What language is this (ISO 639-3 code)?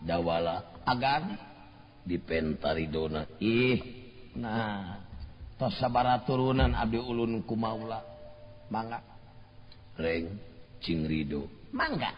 sun